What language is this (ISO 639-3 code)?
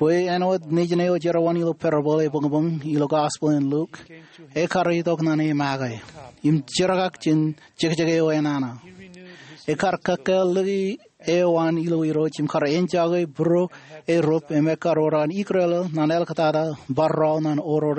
mah